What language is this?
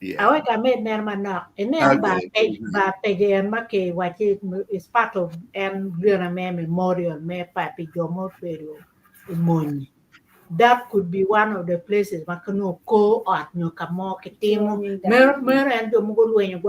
Acoli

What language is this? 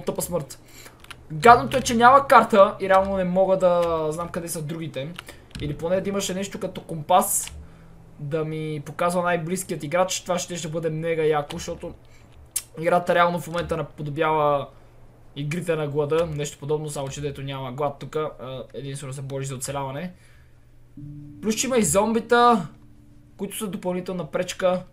Bulgarian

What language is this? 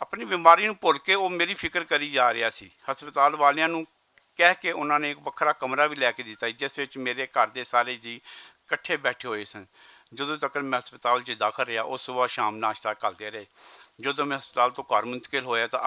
Western Panjabi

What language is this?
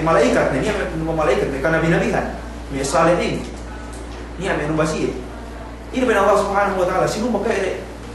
Yakan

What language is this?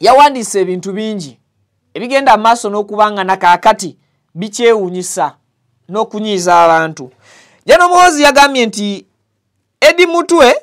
Ganda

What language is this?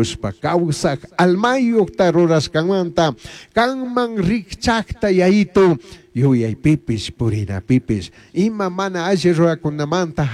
Chimborazo Highland Quichua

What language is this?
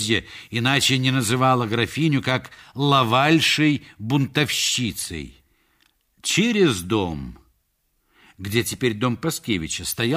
Russian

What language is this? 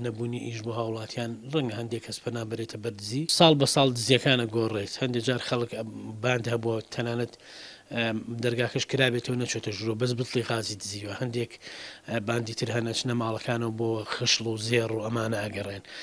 Central Kurdish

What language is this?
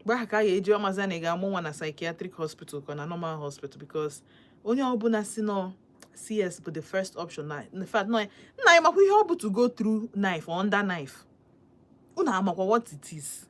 Igbo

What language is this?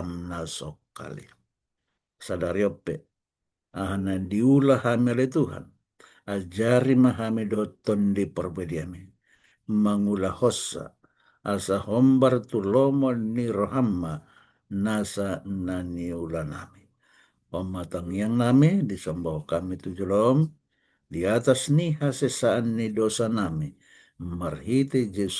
Batak Toba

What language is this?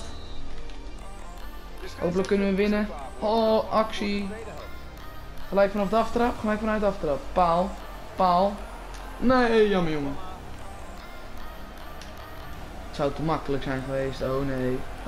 Dutch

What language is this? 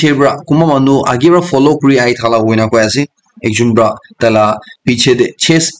Naga Pidgin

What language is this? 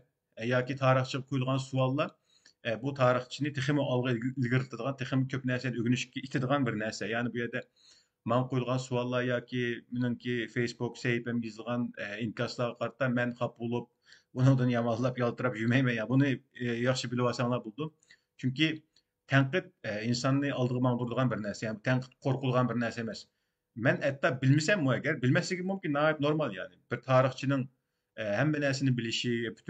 Uyghur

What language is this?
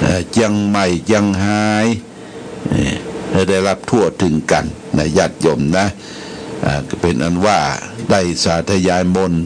Pali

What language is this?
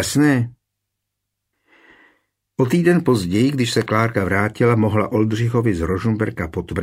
Czech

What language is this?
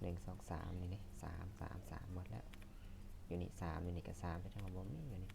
Lao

